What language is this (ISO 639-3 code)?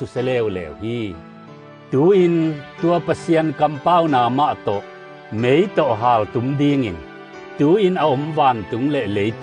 ctd